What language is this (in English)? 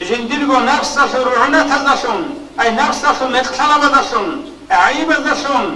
Avaric